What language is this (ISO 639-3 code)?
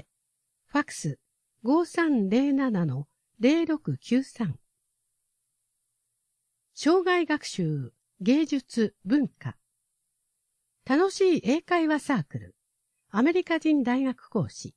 jpn